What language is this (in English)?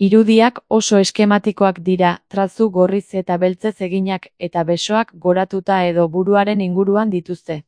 Basque